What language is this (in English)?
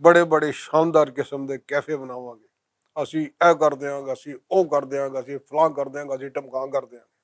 Western Panjabi